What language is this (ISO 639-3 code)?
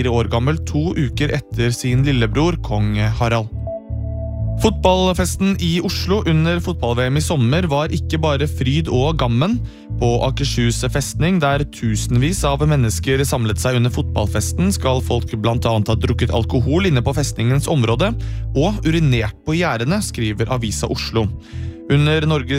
nor